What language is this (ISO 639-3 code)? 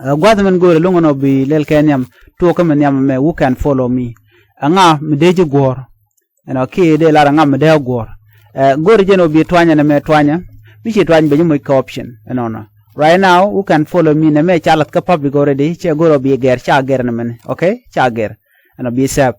nus